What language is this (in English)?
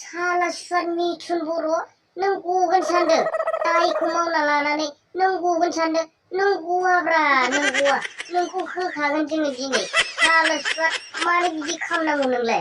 Bodo